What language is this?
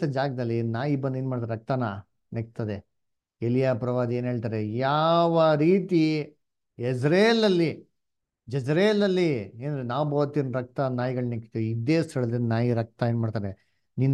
Kannada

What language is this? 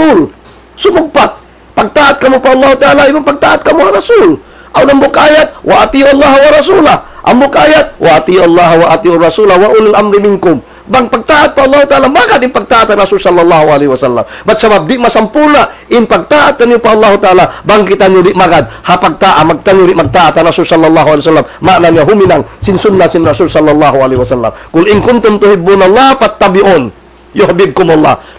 Tausug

